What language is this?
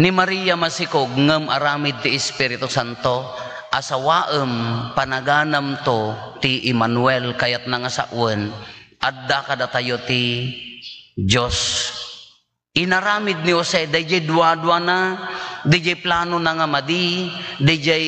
Iloko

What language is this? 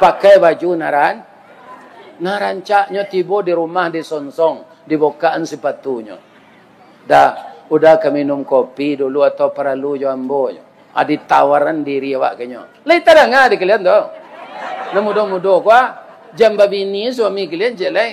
Minangkabau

